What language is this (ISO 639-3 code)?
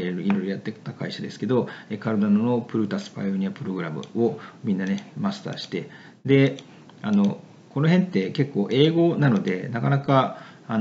jpn